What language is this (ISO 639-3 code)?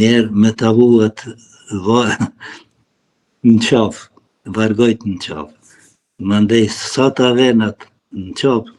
sqi